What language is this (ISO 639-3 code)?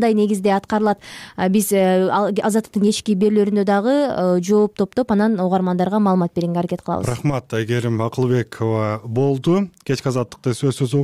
kir